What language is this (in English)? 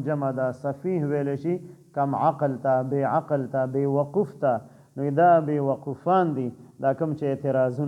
Pashto